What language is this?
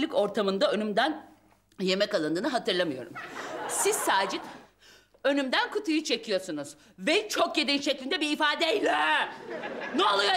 Turkish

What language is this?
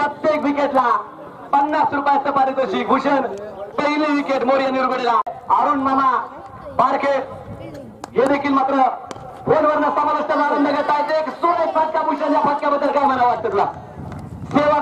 Marathi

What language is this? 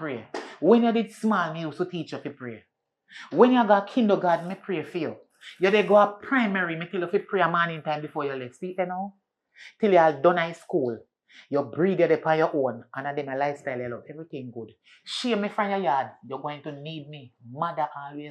Jamaican Creole English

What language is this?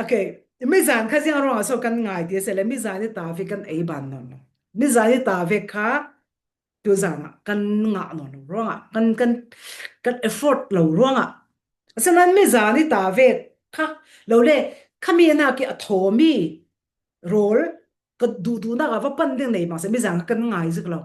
Falam Chin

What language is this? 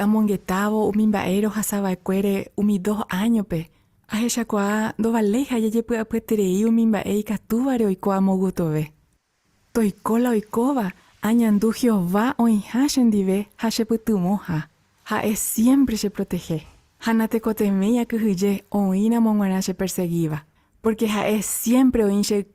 Guarani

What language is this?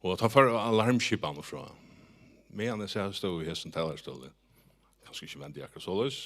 Faroese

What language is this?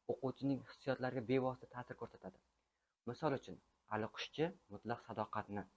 Uzbek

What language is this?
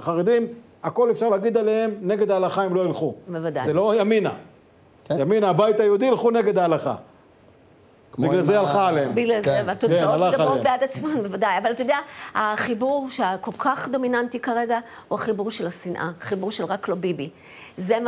Hebrew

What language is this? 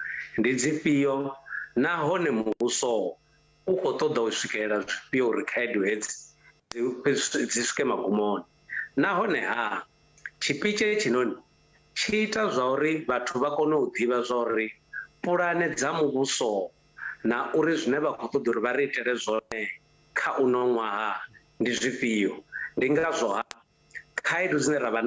Venda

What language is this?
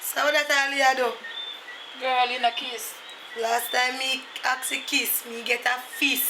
Jamaican Creole English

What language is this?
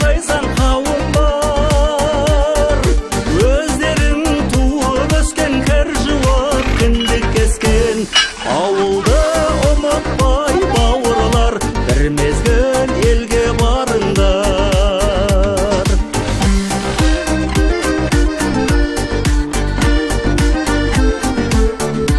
Kazakh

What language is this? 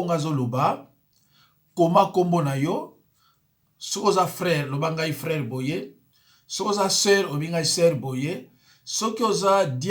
Lingala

